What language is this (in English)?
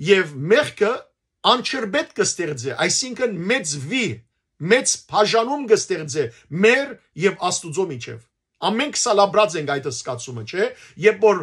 Western Armenian